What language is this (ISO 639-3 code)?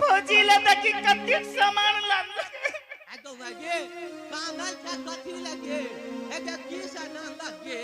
anp